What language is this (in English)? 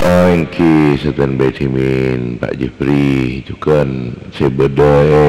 Madurese